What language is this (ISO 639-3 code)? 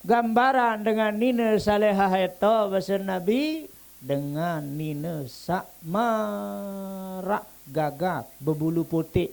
sas